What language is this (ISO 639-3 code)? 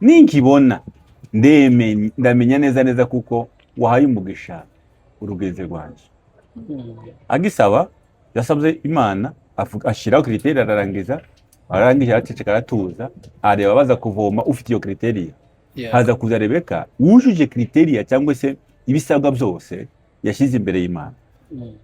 kin